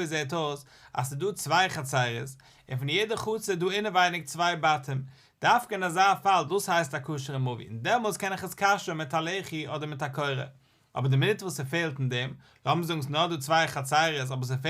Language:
Yiddish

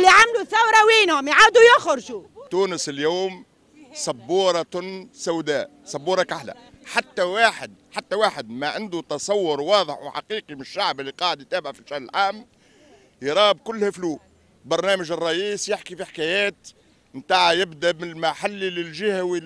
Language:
Tunisian Arabic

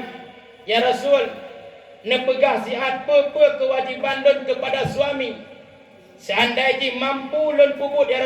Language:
Achinese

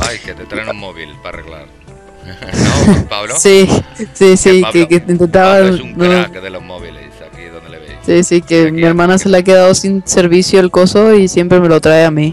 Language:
Spanish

